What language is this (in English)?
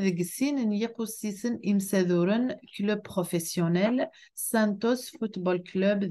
Kabyle